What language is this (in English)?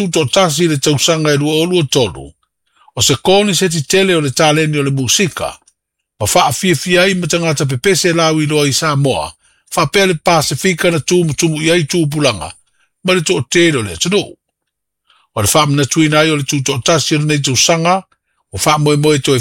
Samoan